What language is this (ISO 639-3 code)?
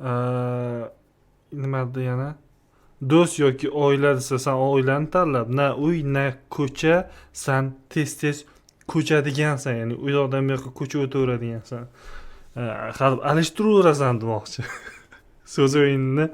uzb